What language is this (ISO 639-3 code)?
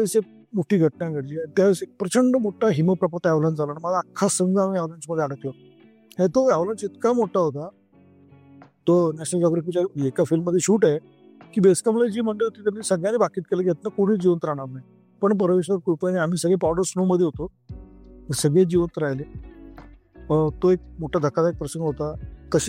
mar